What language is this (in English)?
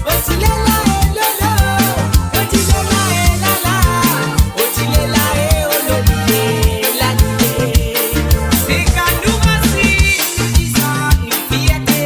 Morisyen